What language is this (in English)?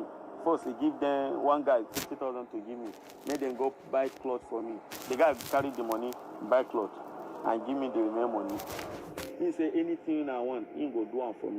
Nigerian Pidgin